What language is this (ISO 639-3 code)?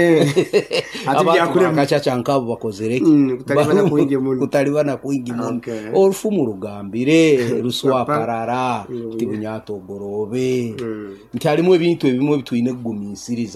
nyo